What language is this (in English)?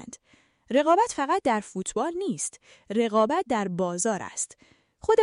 Persian